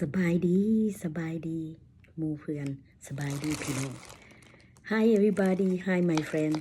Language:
Lao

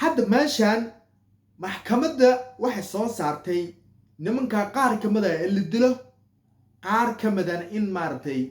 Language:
Somali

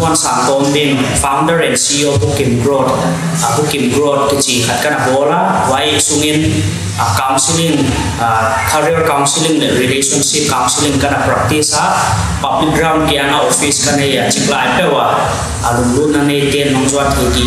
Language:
Paite Chin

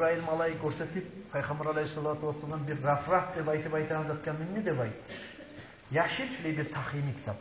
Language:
Kumyk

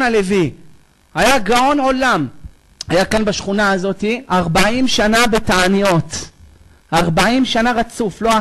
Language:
Hebrew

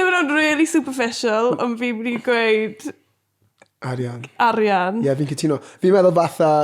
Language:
Welsh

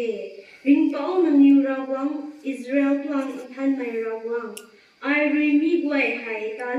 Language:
Rongmei Naga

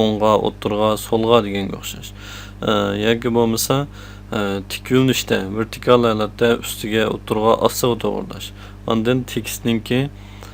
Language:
Uyghur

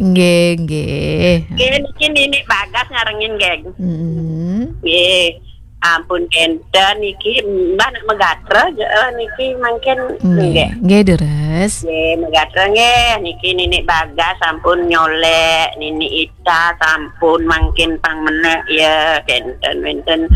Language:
Balinese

